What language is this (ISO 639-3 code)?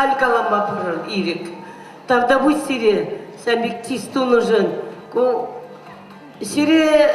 chv